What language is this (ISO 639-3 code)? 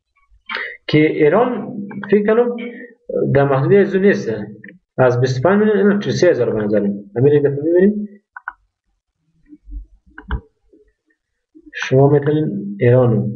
fas